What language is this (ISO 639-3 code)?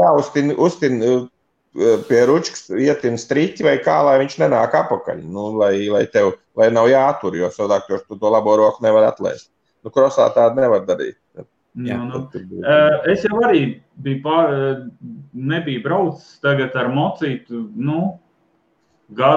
lav